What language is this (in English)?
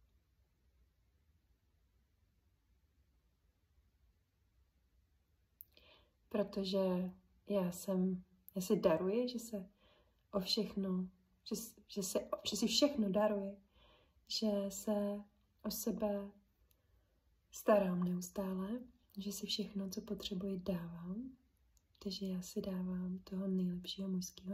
Czech